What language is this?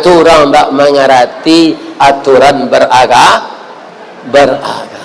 Minangkabau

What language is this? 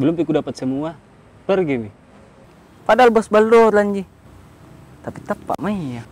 Makassar Malay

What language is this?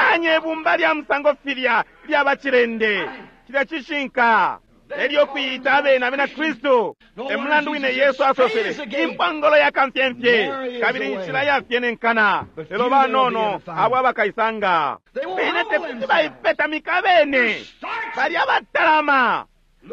Bemba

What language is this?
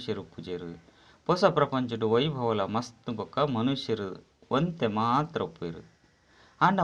Tulu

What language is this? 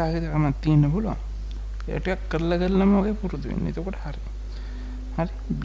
Sinhala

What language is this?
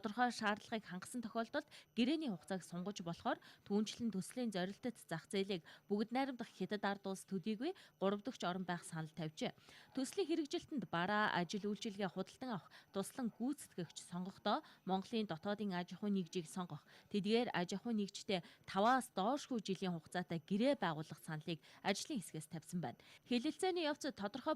Mongolian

